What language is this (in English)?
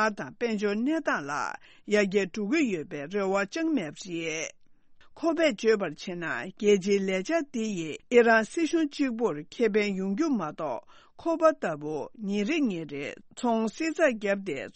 Tibetan